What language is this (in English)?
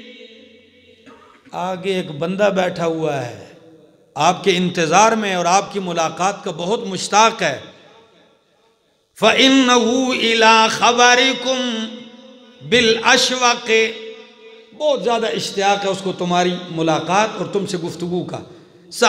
Urdu